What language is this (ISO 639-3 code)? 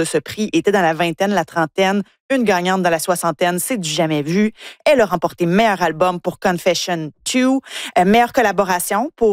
fra